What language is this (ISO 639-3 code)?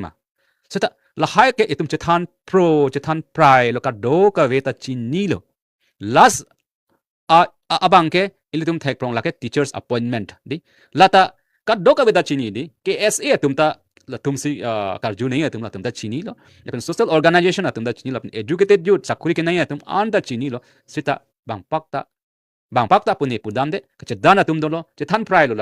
mjw